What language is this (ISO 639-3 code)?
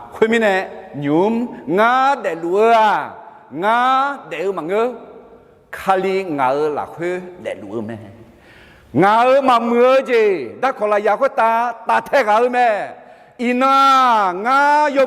ahk